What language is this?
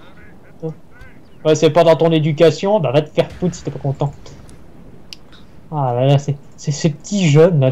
French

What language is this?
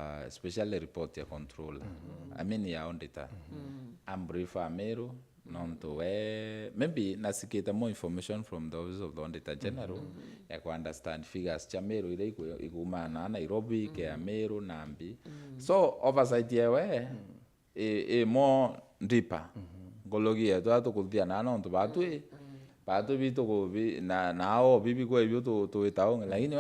Meru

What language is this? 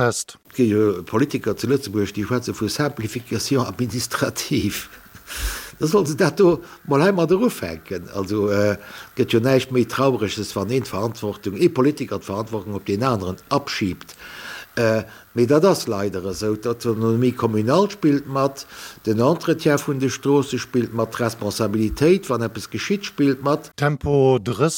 Luxembourgish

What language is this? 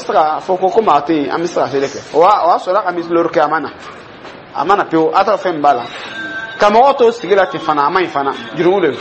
Dyula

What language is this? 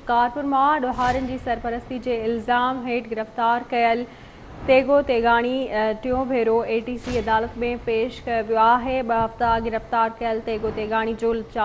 Sindhi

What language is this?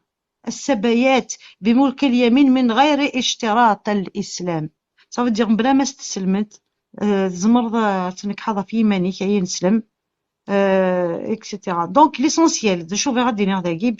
Kabyle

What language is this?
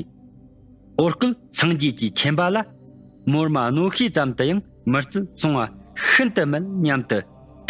Tibetan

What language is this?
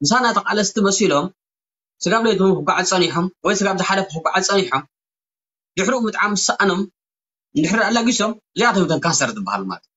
Tigrinya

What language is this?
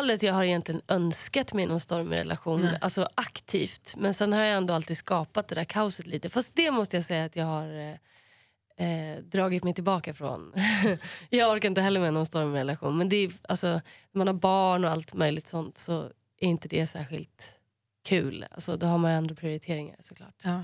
Swedish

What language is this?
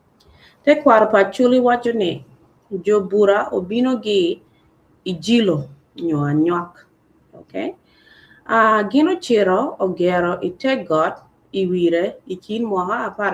Acoli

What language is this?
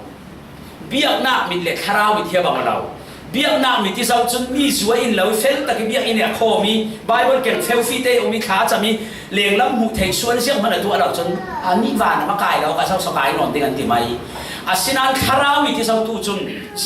Falam Chin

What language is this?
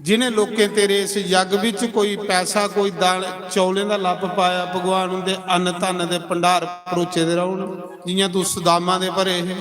Dogri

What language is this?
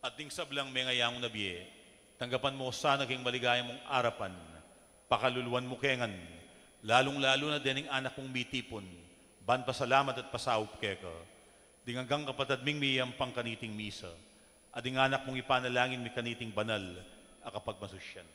Pampanga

